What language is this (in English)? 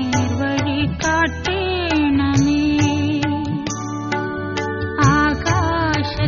Malayalam